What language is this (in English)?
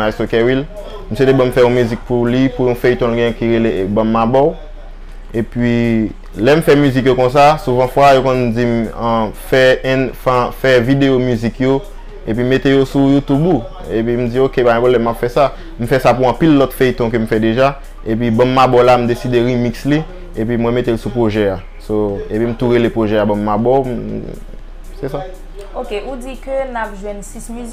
Haitian Creole